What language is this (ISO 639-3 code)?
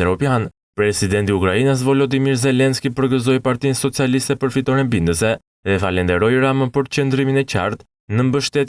sqi